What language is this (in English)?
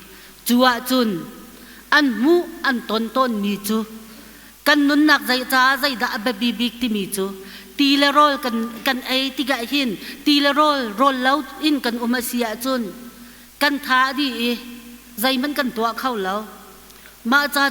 Hakha Chin